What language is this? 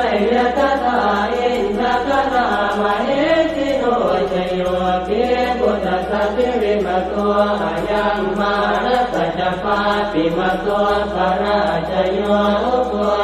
Pali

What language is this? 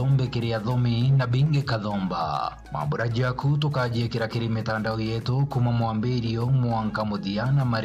Meru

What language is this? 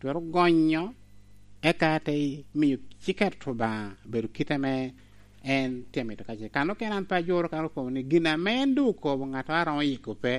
Lango (Uganda)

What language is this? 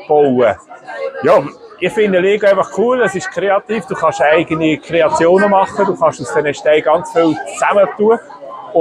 Swiss German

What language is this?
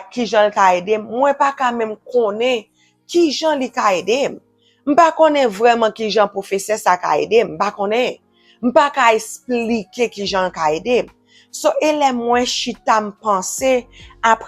Haitian Creole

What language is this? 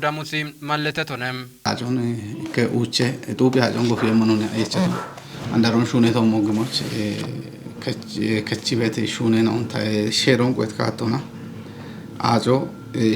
Kafa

